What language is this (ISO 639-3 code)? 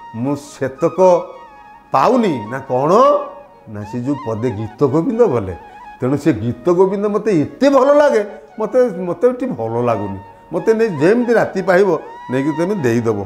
ori